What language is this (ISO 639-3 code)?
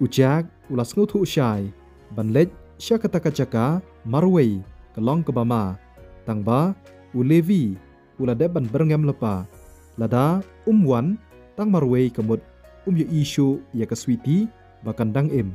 kha